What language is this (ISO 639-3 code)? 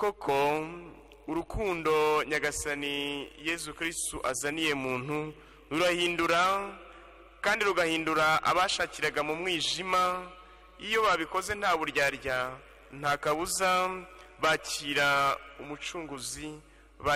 kin